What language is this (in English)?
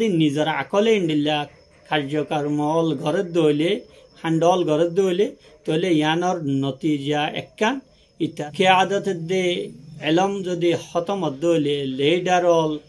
Rohingya